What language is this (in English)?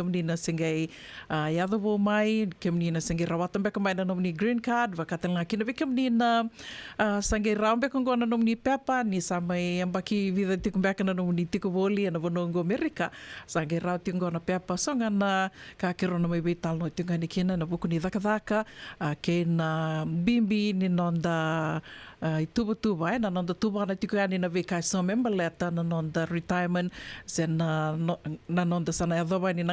Fijian